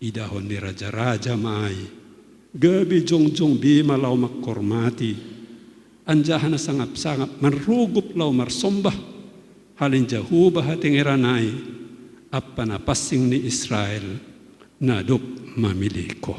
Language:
Batak Simalungun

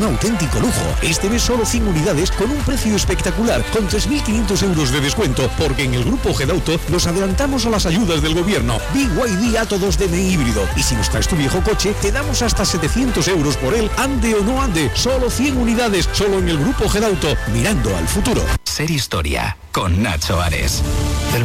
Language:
Spanish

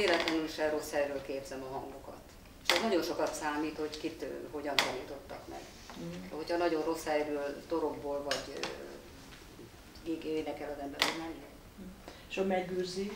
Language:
Hungarian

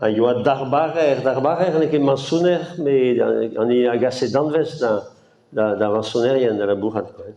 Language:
Breton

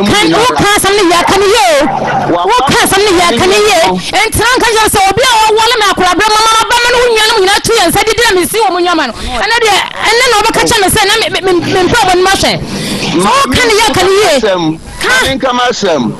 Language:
Akan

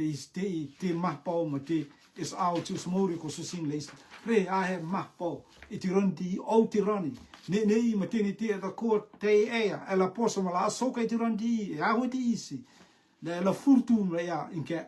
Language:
Rotuman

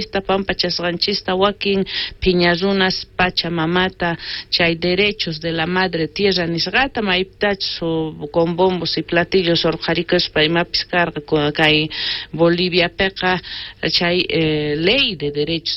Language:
South Bolivian Quechua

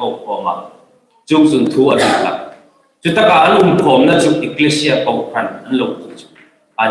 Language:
Hmar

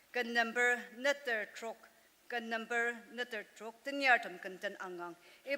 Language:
Ao Naga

